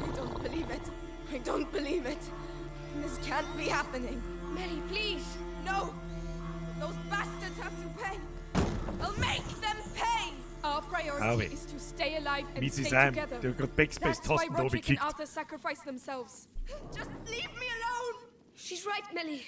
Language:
Bavarian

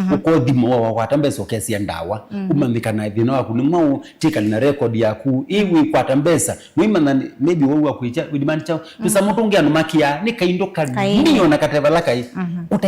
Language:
Kamba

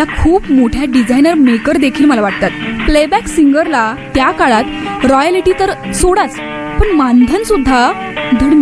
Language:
Marathi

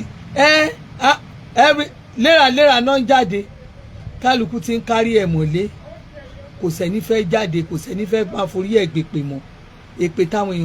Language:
Yoruba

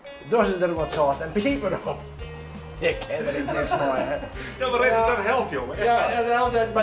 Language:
Western Frisian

